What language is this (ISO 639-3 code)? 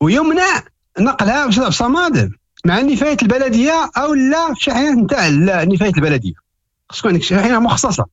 ary